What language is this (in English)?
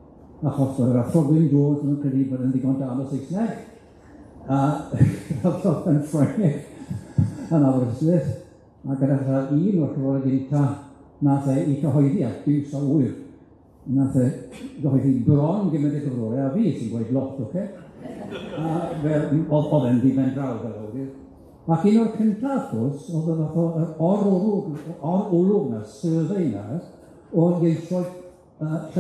Welsh